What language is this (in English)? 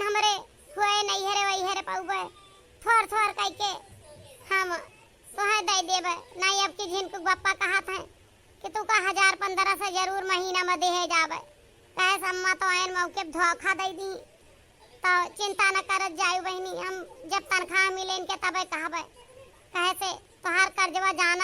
Awadhi